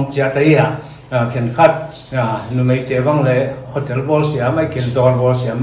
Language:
Paite Chin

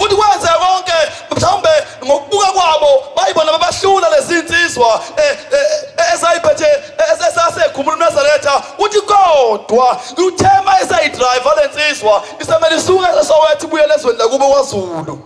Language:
Zulu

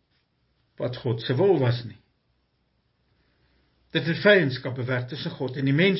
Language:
Afrikaans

